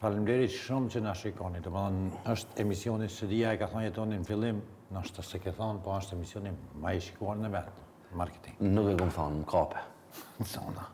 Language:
Albanian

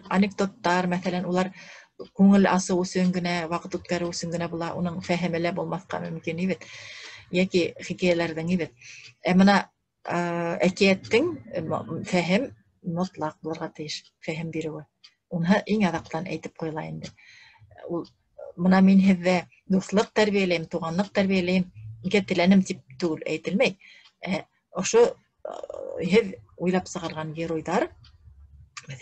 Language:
Bashkir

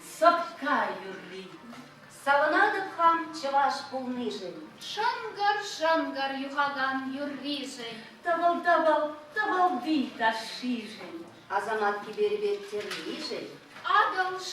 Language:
Chuvash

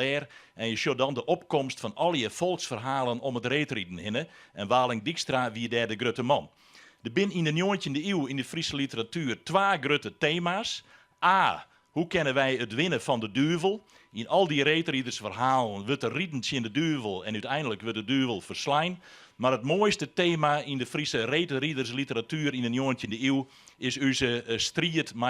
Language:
Western Frisian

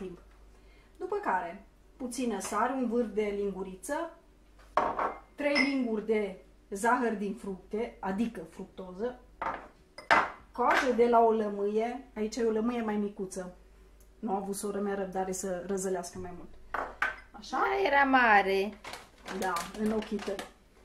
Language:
Romanian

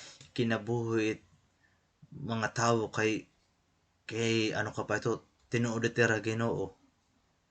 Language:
Waray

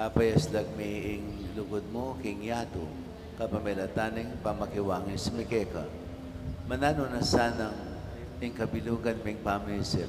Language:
Pampanga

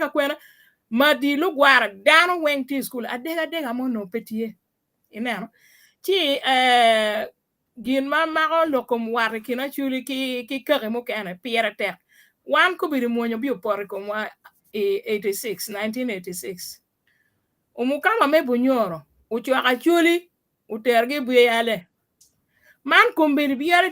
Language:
Acoli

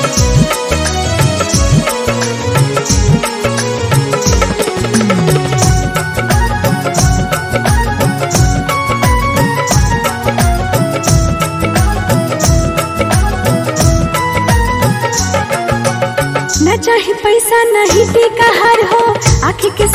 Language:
Bhojpuri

